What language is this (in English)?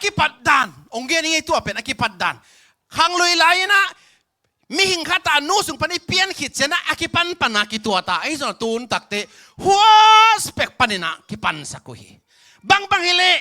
Tedim Chin